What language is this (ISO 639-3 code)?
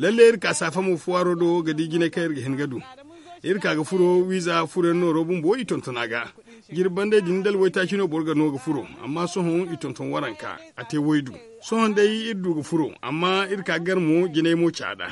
dje